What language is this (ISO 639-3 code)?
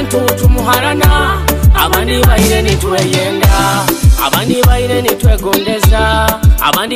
nyo